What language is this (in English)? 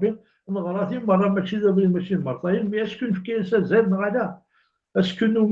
Kabyle